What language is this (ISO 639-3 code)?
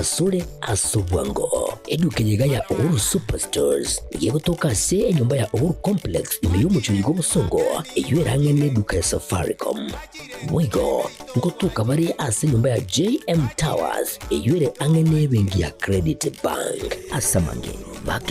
guz